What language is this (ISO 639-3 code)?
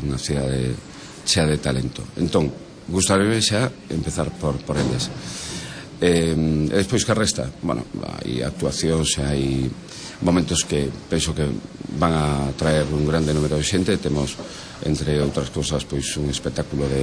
glg